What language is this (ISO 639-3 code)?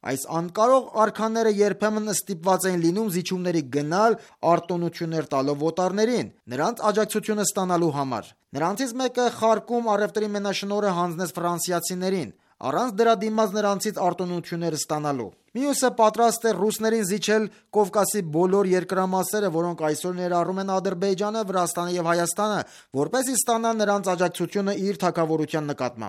hye